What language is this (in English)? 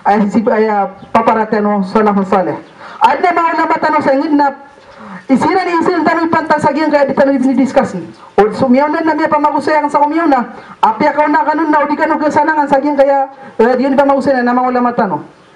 Maranao